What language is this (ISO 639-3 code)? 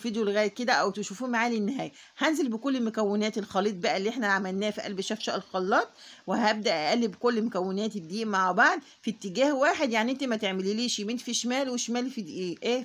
arz